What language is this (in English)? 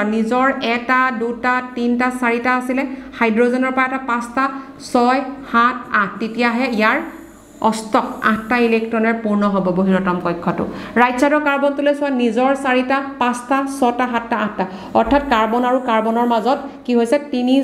Assamese